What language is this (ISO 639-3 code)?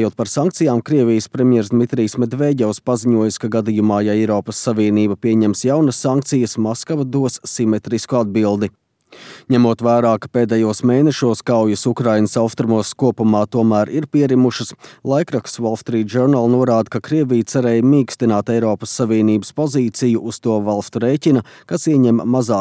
lav